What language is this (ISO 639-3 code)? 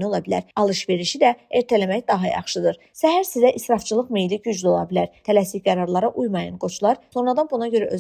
aze